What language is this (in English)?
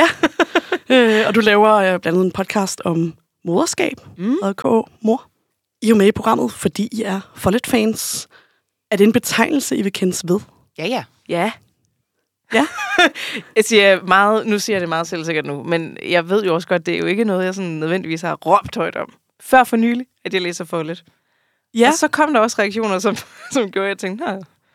Danish